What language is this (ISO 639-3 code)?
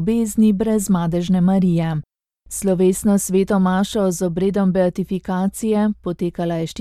slv